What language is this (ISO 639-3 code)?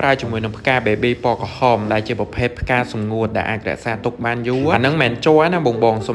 khm